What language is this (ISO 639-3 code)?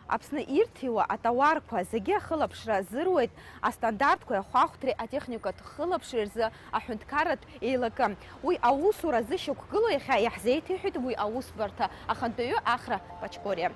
abk